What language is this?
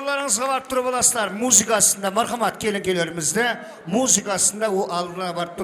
Kara-Kalpak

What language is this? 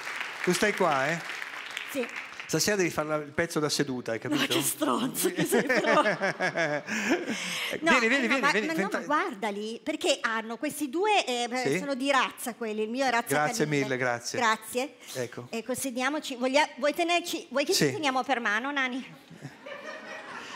Italian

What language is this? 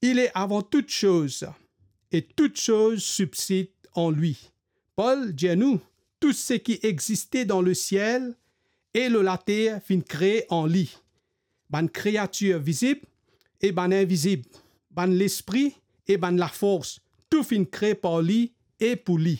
Morisyen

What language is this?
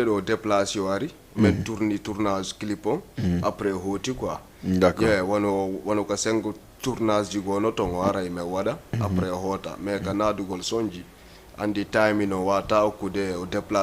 Fula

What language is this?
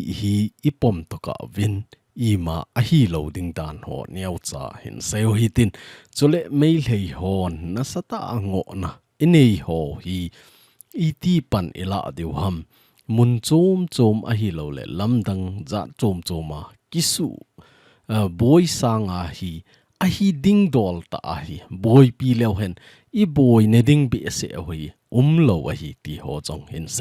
Thado Chin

